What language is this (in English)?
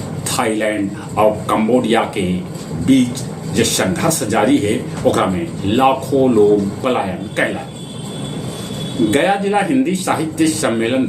Magahi